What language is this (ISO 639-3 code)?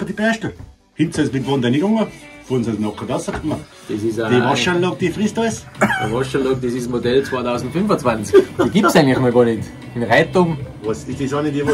bar